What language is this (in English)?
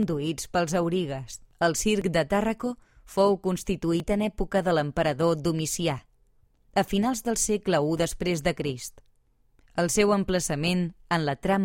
Catalan